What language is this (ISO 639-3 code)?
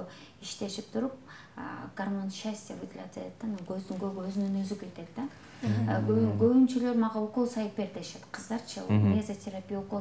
kir